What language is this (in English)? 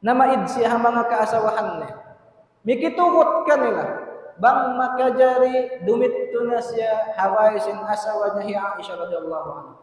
Tausug